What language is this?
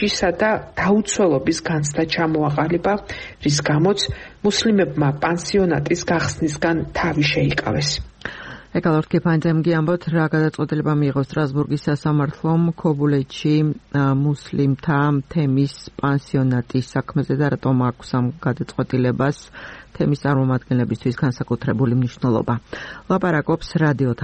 Georgian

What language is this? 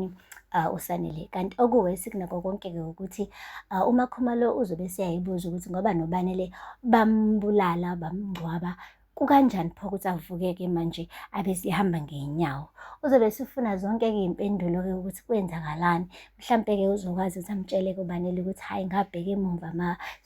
Zulu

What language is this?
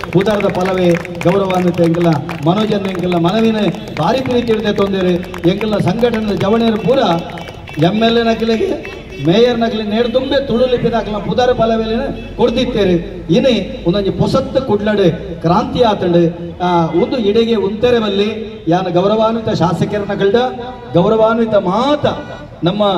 Tulu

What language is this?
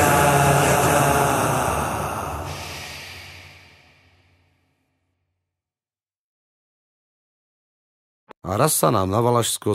Slovak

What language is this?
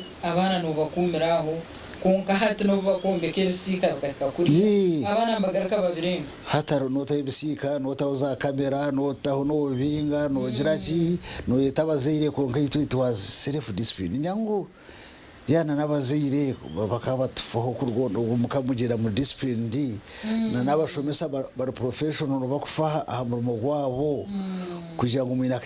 Nyankole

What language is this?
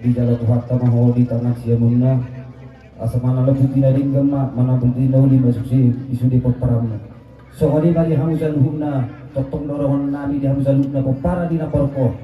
Batak Toba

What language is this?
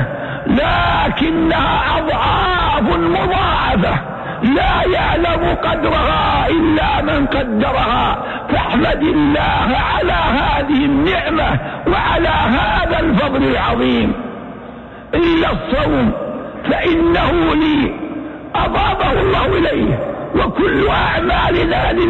Arabic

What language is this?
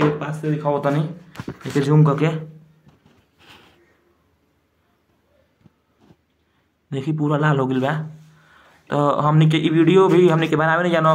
Bhojpuri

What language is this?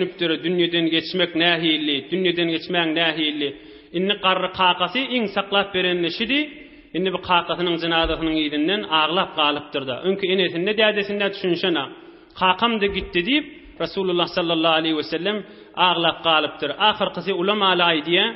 Turkmen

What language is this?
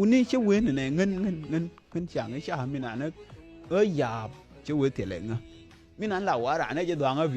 Nuer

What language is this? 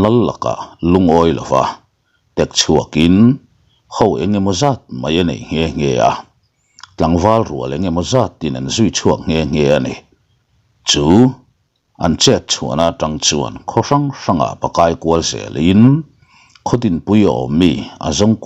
Mizo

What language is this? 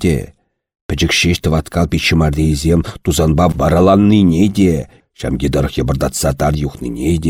Chuvash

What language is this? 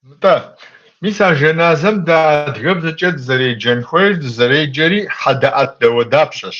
Kabardian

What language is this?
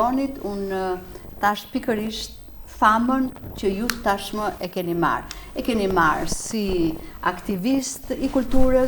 Albanian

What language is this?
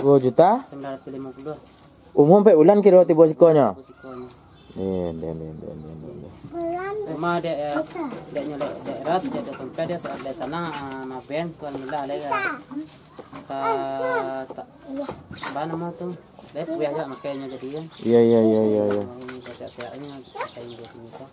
Minangkabau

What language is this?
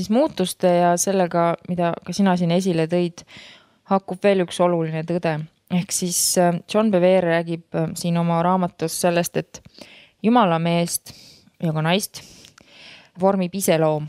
Estonian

